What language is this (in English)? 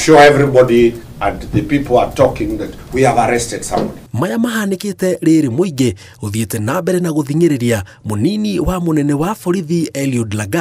Kikuyu